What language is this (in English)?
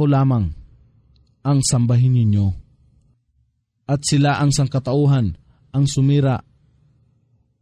Filipino